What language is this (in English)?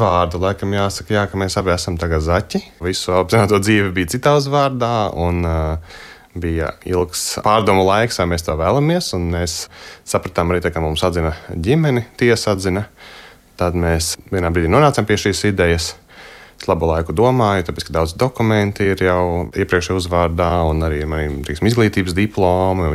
Latvian